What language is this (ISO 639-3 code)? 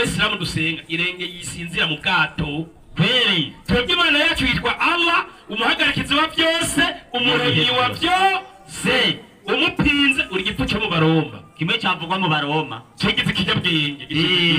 run